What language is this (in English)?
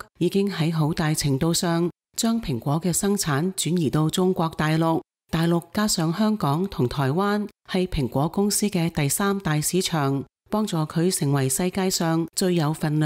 Cantonese